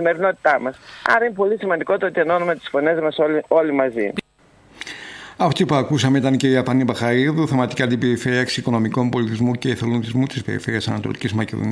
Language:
Greek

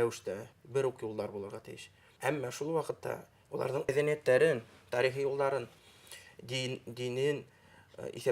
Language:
Bashkir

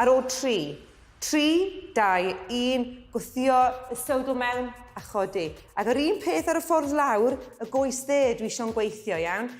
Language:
Welsh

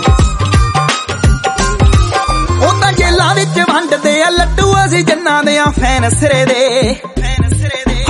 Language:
Punjabi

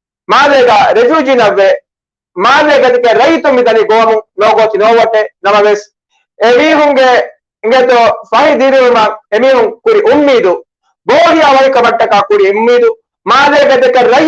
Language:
Divehi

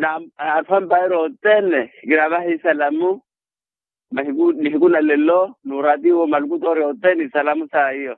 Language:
Makhuwa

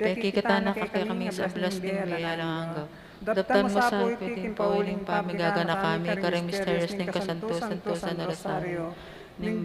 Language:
Pampanga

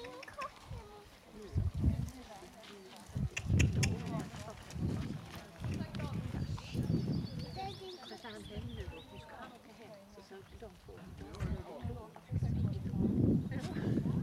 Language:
Swedish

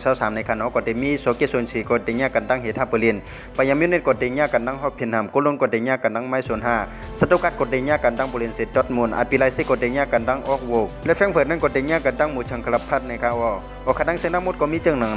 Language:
Shan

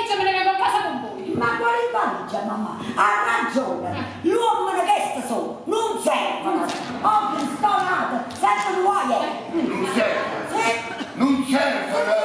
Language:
Neapolitan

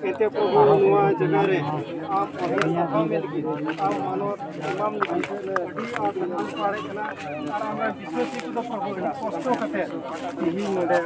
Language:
Santali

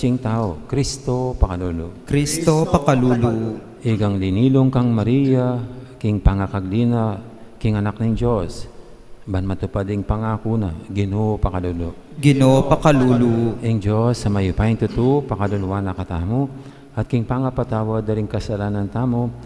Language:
Pampanga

